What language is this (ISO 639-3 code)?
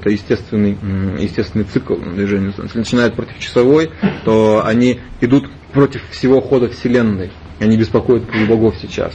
rus